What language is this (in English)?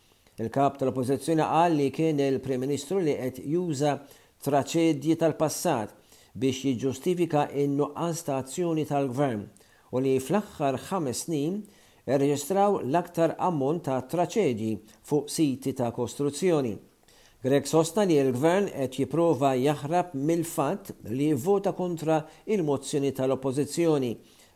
Maltese